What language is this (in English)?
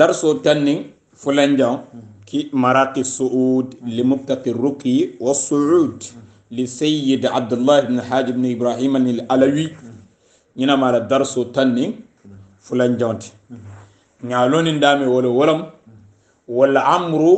Hausa